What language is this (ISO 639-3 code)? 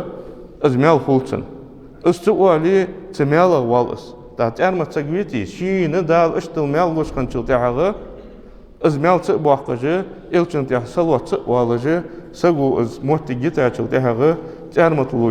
inh